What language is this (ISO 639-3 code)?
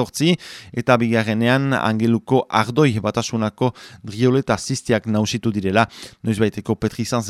eus